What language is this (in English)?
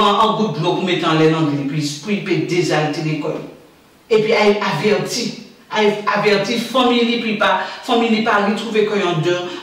Guadeloupean Creole French